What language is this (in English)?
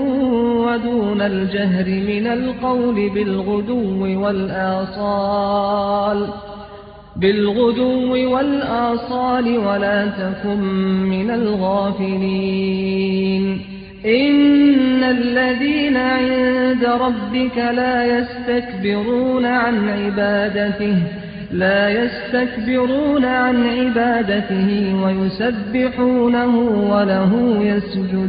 Arabic